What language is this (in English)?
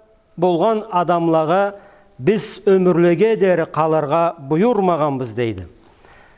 Karachay-Balkar